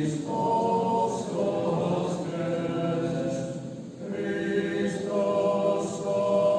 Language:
Rusyn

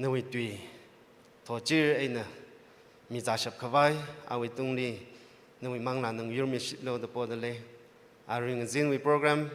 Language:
Tangkhul Naga (India)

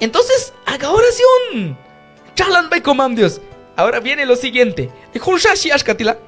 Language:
Q'anjob'al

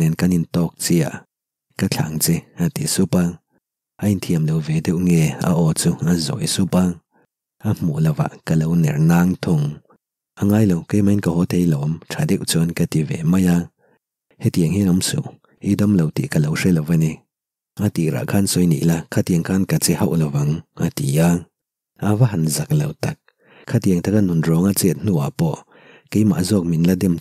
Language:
Mizo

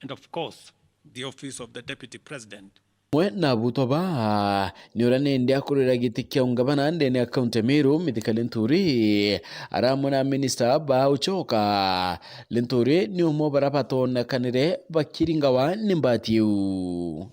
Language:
Meru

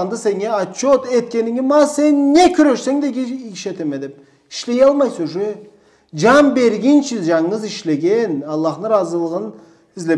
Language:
Karachay-Balkar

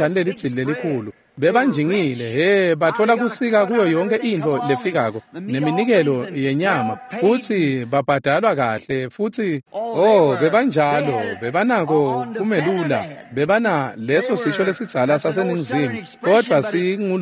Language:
Swati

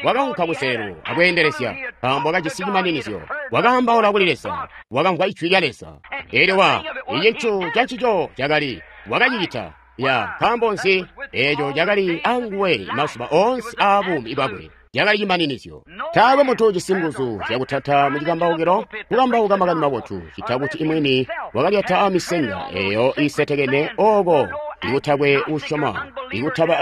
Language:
Tonga (Zambia)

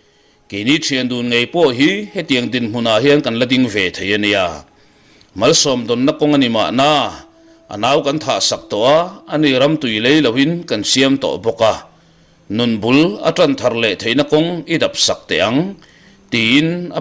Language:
Mizo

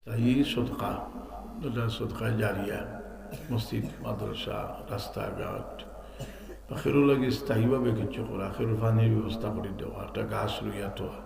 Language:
Sylheti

